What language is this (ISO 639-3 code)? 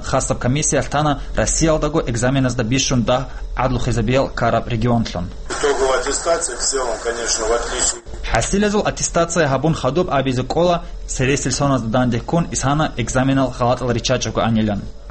ava